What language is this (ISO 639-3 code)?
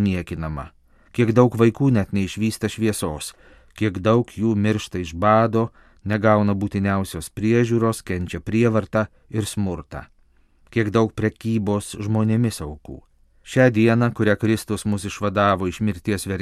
lit